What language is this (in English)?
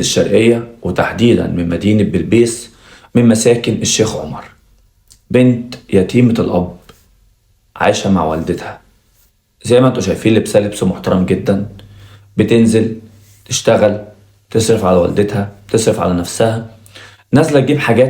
Egyptian Arabic